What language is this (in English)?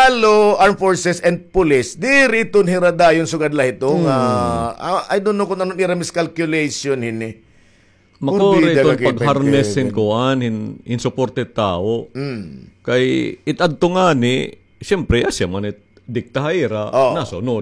Waray